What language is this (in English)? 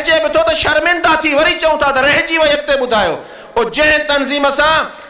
Sindhi